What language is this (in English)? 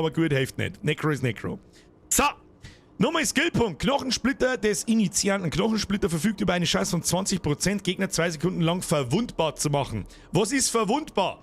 Bavarian